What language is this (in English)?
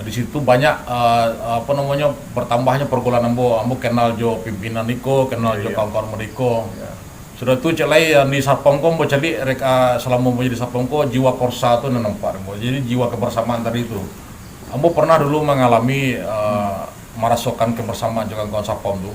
Minangkabau